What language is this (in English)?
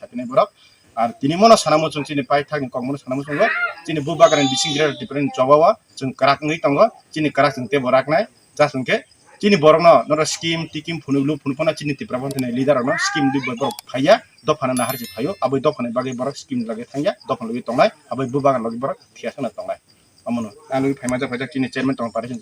Kok Borok